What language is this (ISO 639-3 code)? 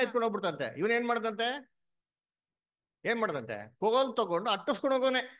kan